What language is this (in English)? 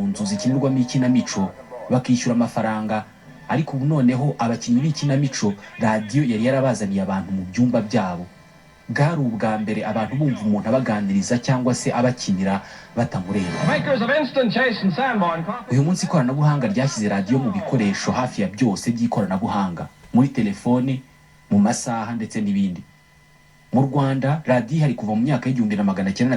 Kinyarwanda